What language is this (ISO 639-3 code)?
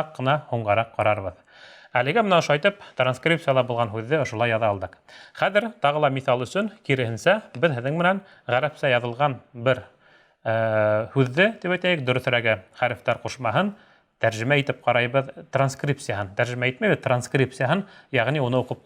bak